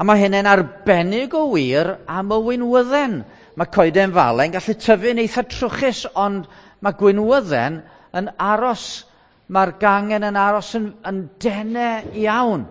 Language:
Welsh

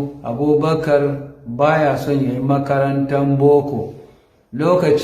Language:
Hausa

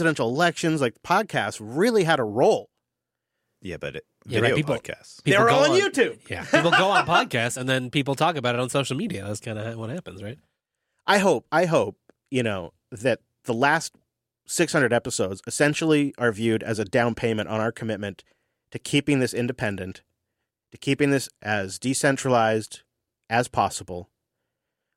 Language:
English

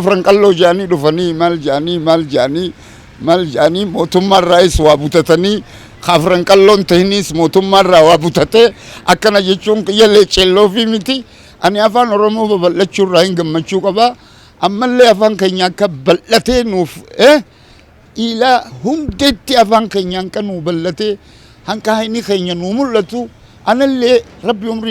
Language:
Oromo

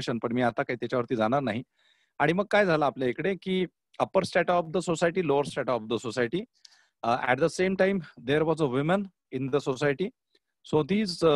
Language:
Marathi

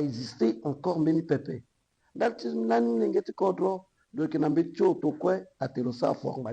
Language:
Sango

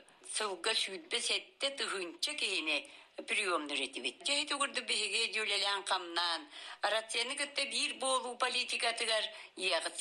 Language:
Yakut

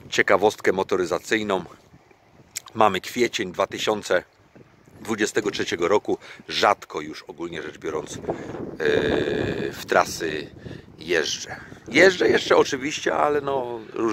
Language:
Polish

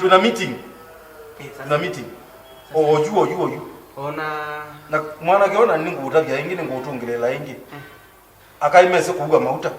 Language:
Kamba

